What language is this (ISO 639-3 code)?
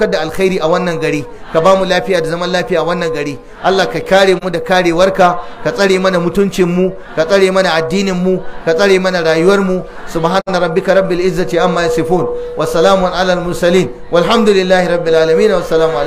hau